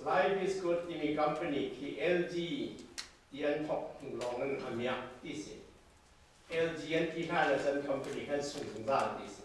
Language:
Hakha Chin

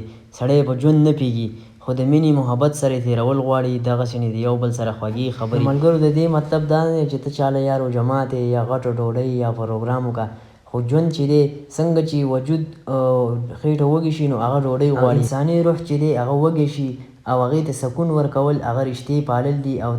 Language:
Pashto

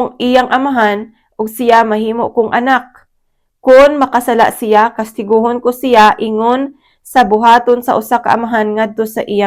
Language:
Cebuano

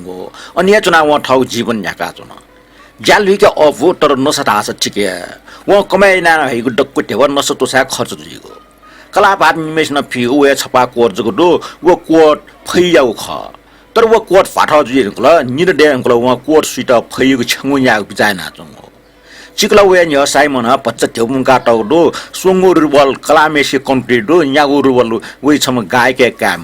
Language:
Newari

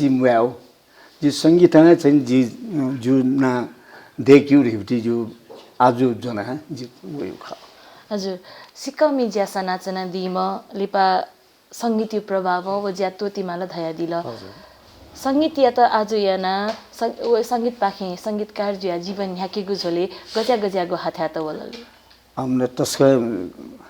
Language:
Newari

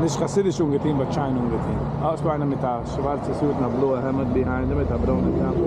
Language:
Yiddish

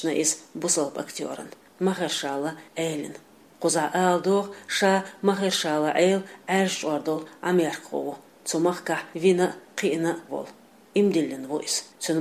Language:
Chechen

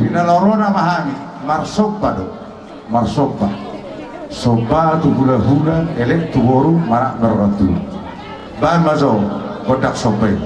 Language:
Batak Toba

